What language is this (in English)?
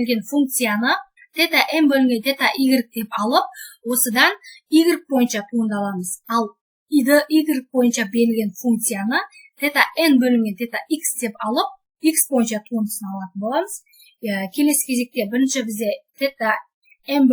Kazakh